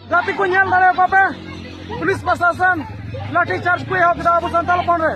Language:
Santali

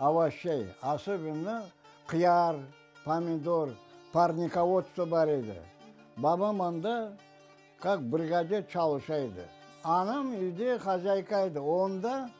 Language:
Crimean Tatar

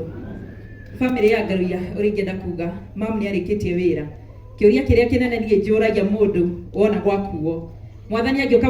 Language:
Kikuyu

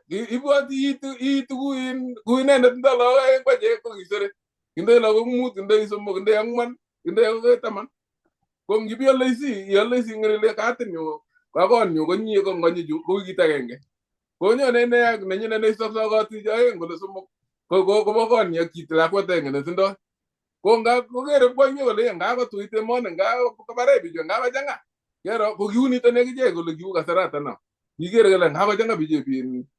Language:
Kalenjin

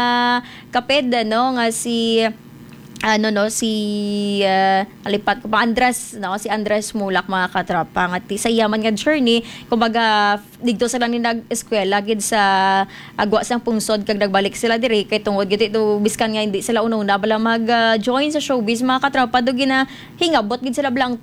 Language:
Hiligaynon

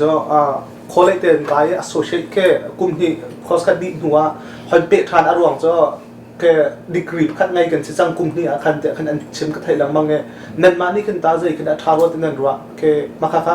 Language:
Hakha Chin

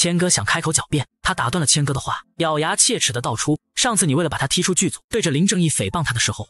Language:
Chinese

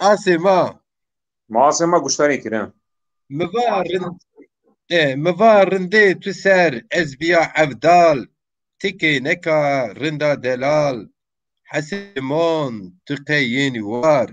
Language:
Zaza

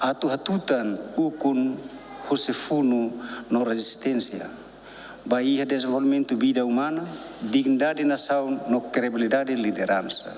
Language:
Tetum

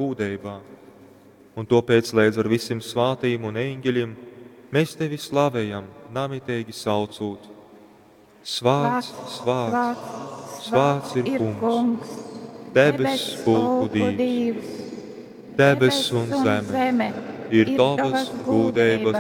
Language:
Latgalian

